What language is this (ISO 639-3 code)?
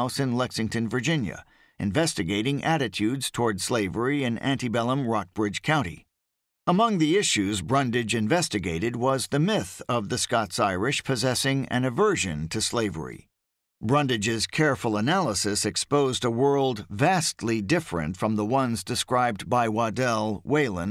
eng